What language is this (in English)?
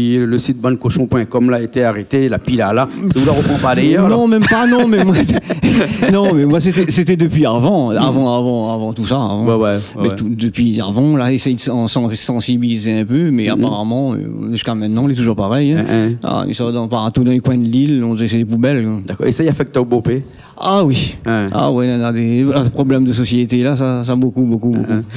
Réunion Creole French